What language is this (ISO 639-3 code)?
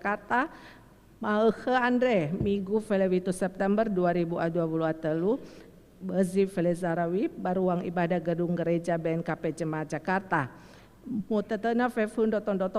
nia